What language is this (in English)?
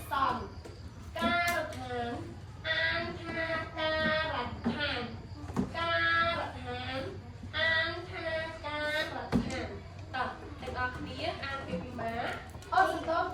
Khmer